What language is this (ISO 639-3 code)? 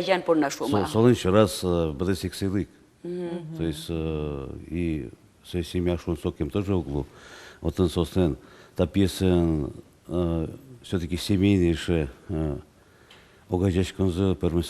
udm